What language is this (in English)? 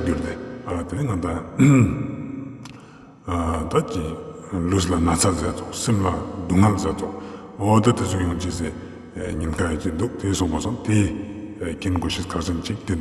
Ladakhi